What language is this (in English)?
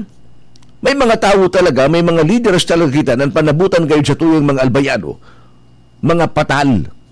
Bikol